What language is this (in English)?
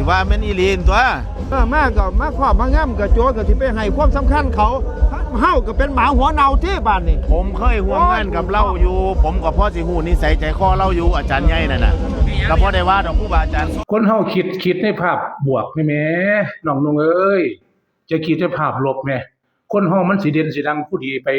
Northeastern Thai